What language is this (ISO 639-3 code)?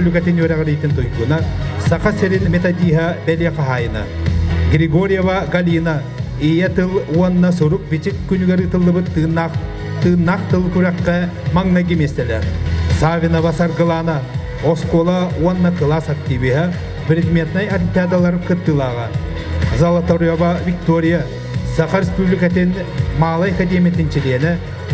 sah